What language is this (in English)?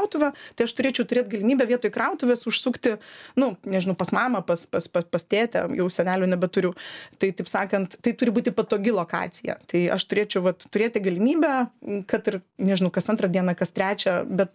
Lithuanian